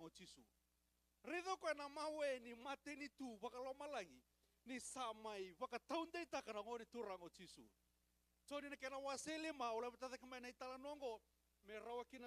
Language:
Fijian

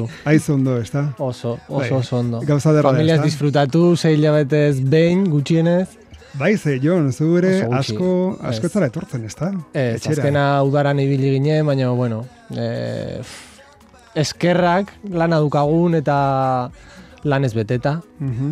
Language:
Basque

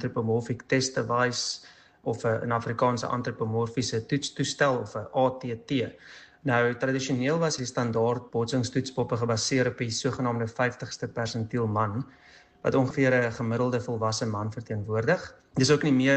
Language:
Afrikaans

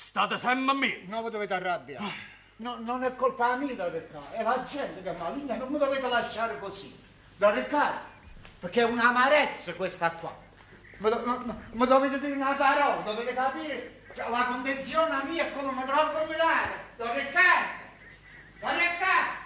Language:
Neapolitan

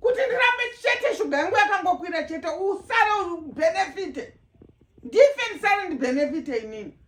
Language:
Shona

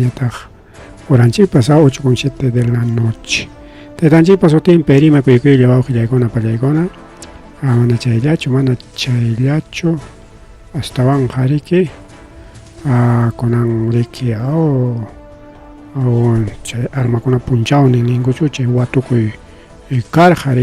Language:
Ayacucho Quechua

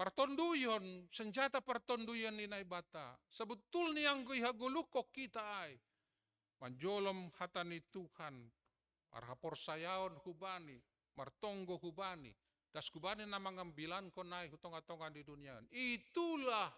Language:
Batak Simalungun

